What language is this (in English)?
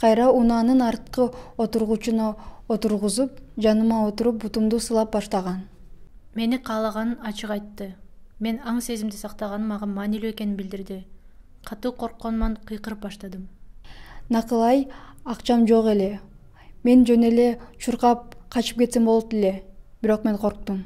Kyrgyz